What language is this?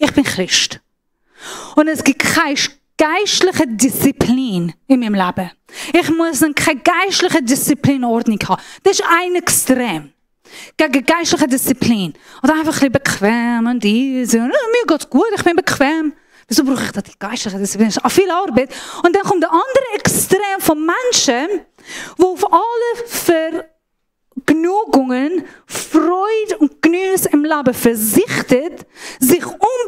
Swiss German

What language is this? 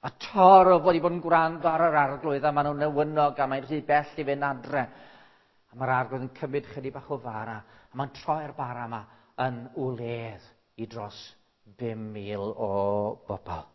Welsh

